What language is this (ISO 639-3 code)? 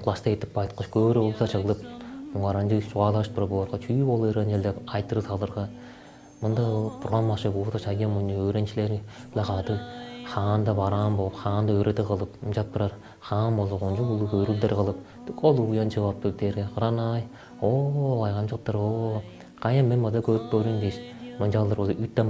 tyv